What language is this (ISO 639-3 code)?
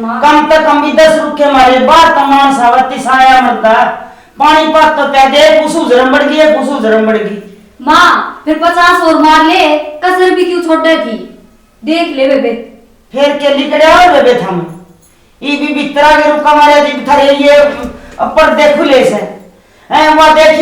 bgc